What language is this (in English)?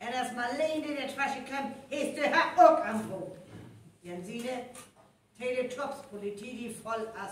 Northern Frisian